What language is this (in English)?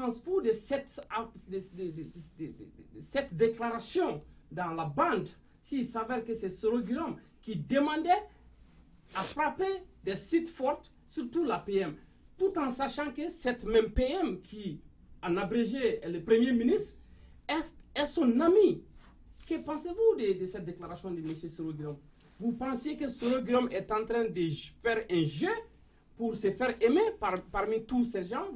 French